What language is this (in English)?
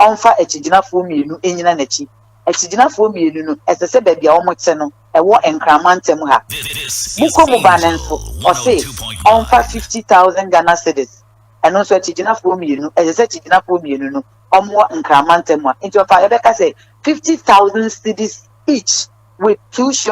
Akan